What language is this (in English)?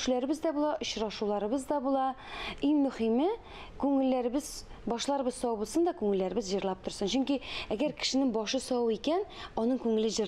Tatar